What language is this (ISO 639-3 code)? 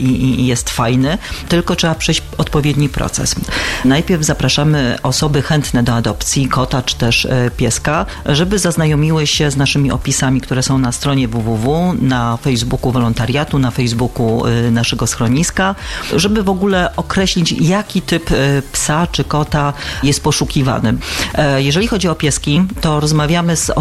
pol